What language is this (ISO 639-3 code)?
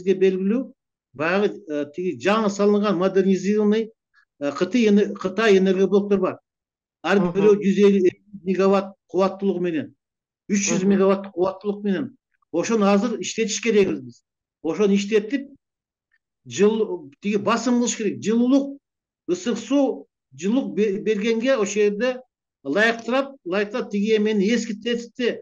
kir